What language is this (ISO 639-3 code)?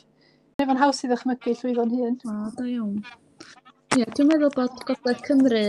cym